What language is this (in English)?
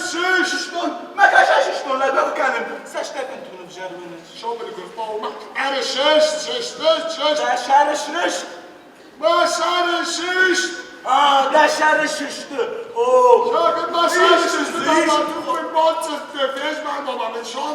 Ossetic